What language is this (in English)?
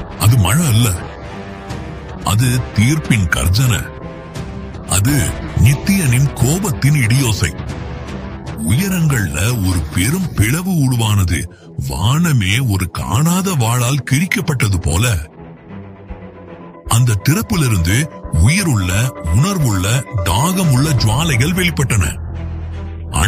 Tamil